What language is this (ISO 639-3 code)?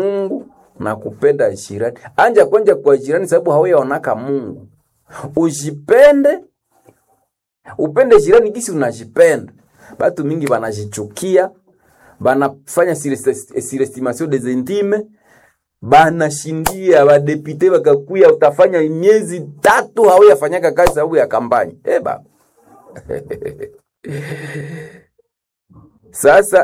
swa